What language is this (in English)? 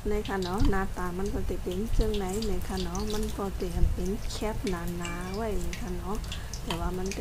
Shan